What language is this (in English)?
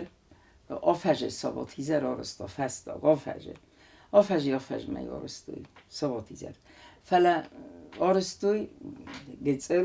Ossetic